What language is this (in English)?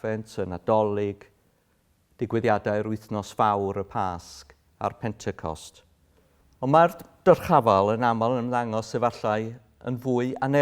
Welsh